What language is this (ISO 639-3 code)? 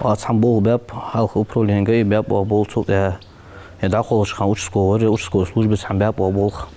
inh